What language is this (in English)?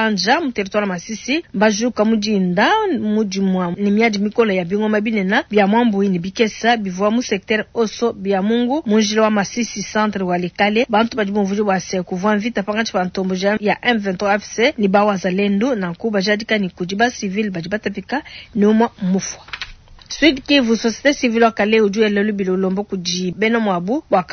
Luba-Lulua